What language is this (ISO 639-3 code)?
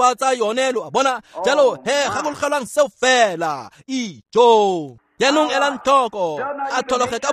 tsn